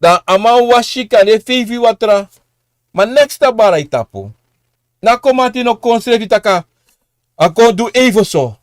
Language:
Sranan Tongo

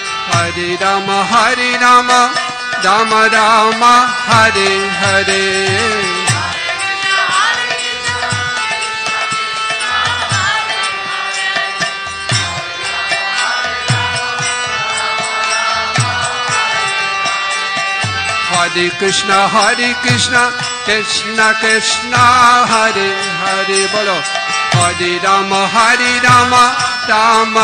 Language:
Hindi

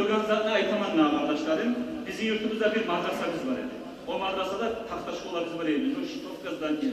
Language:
Kumyk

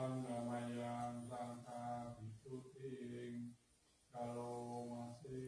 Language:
Pali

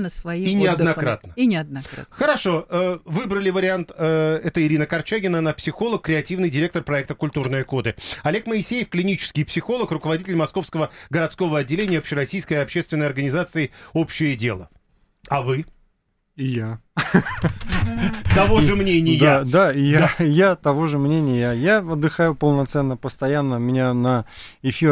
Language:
Russian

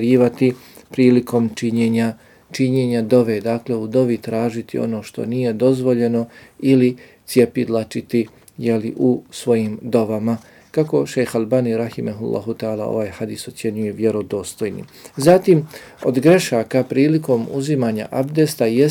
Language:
Bosnian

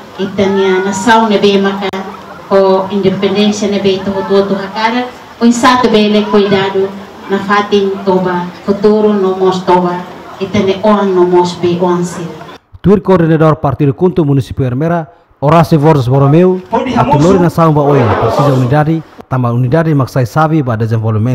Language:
Tetum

